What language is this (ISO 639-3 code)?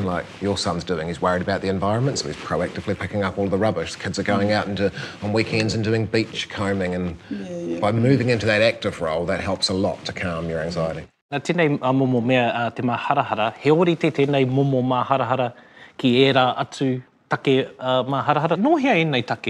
eng